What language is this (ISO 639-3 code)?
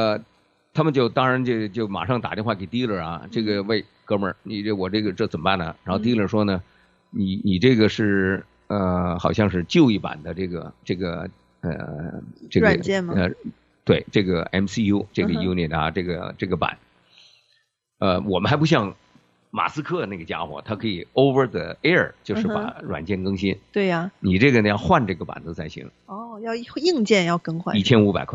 zho